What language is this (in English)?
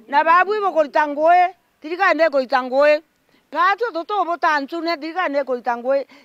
Meru